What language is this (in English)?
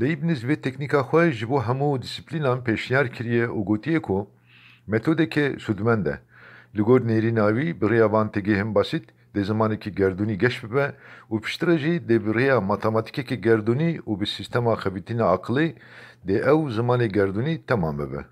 Kurdish